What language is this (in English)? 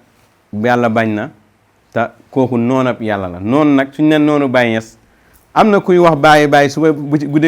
Wolof